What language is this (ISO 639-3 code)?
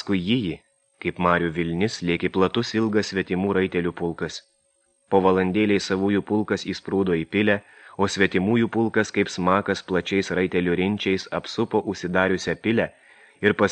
lit